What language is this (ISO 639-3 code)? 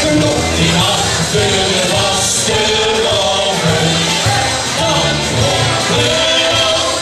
lim